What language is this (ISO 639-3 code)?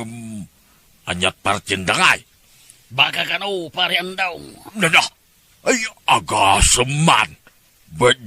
ilo